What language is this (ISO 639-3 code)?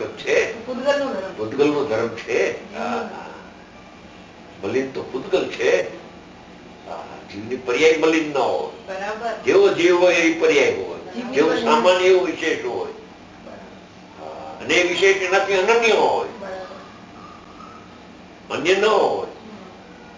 guj